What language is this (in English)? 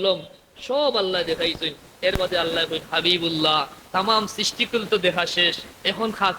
Sylheti